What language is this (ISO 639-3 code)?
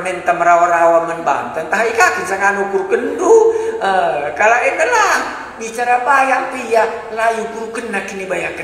btx